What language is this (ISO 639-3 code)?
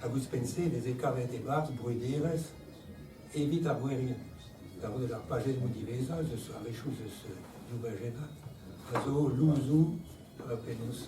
bre